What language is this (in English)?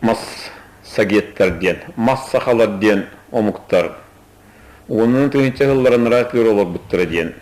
Yakut